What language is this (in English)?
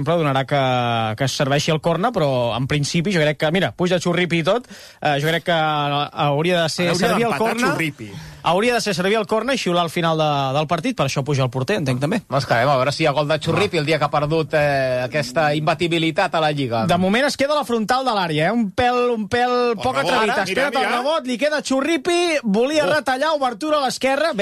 Catalan